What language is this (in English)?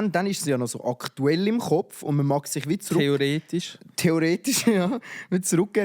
Swiss German